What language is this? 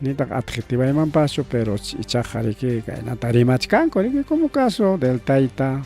Ayacucho Quechua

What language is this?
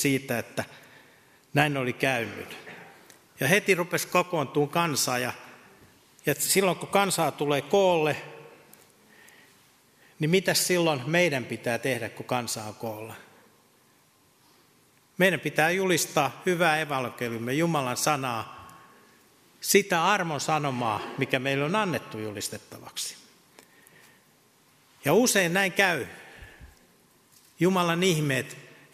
Finnish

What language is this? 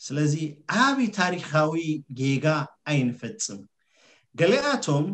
Tigrinya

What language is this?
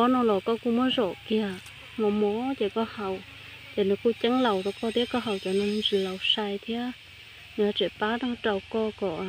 Hmong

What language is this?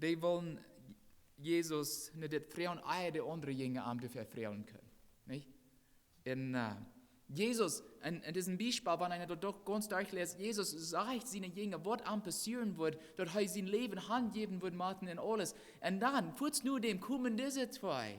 Plautdietsch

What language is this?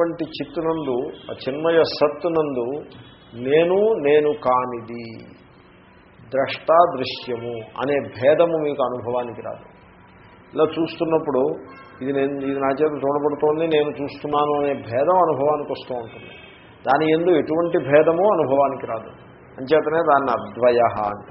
Telugu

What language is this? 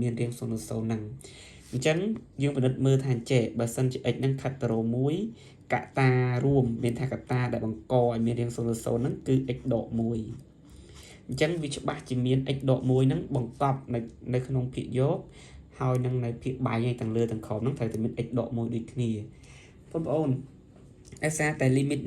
Khmer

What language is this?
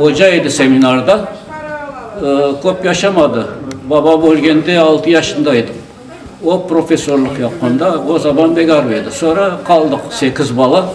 Crimean Tatar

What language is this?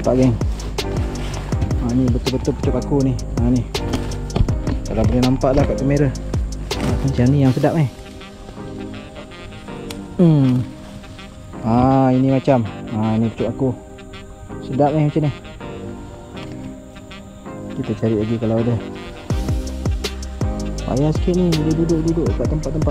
Malay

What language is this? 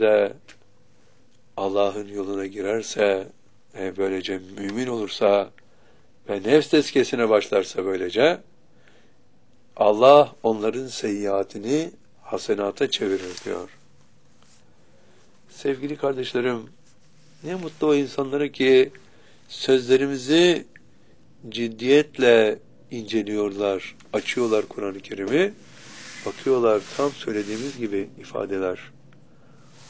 Turkish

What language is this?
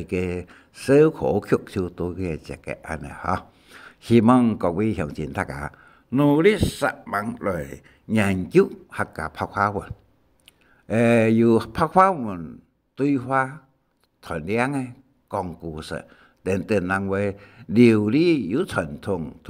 Hakka Chinese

